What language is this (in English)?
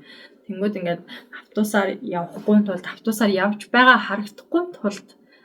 Mongolian